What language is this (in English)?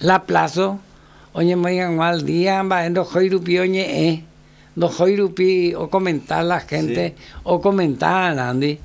Guarani